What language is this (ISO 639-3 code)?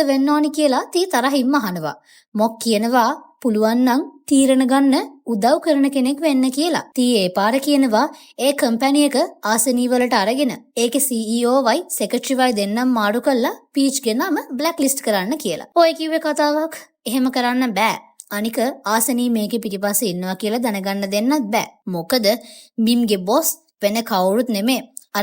sin